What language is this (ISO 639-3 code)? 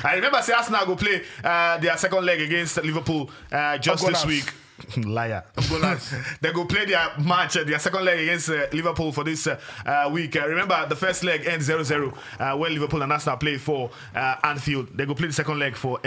pcm